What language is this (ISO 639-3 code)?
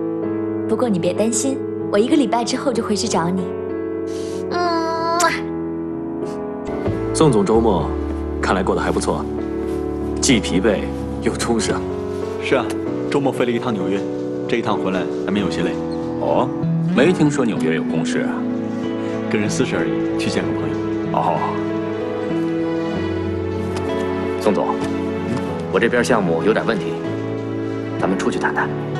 zho